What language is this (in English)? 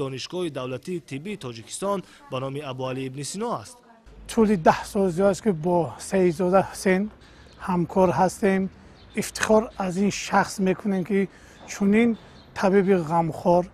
Tajik